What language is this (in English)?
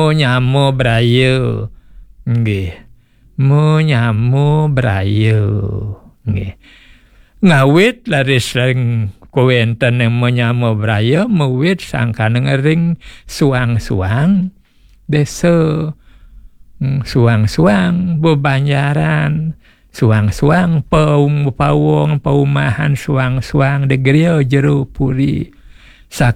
Balinese